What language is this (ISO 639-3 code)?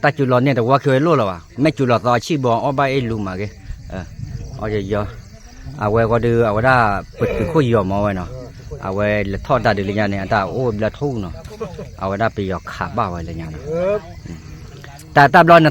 ksw